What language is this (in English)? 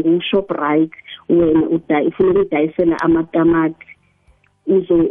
South Ndebele